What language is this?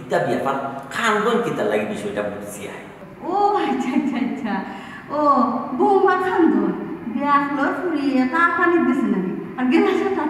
Sylheti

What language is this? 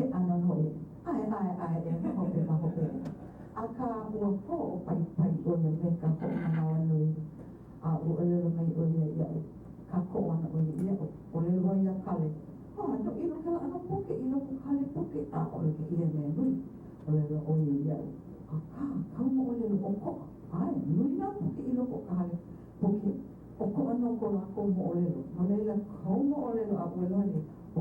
Hawaiian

